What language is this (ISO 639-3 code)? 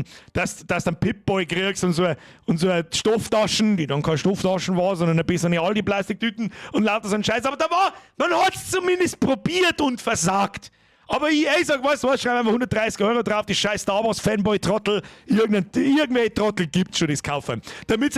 bar